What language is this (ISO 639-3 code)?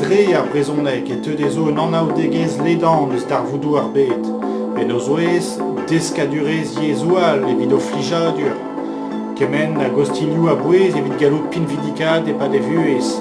bre